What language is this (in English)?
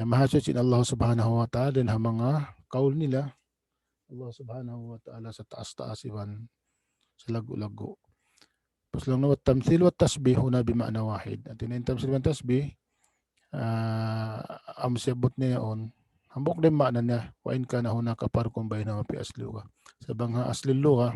Tausug